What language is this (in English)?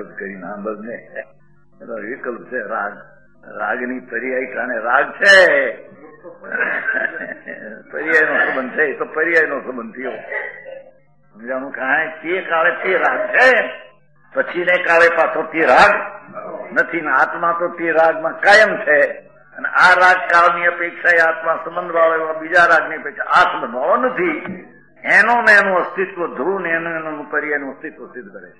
Gujarati